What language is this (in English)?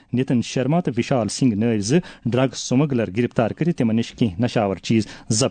Kashmiri